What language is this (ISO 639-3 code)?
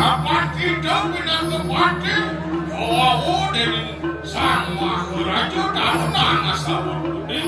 ban